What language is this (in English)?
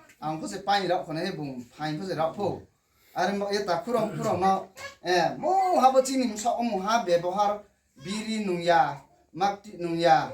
Riang (India)